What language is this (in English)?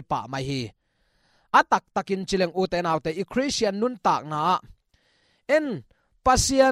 Tedim Chin